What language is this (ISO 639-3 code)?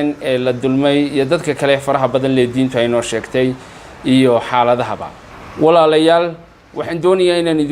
som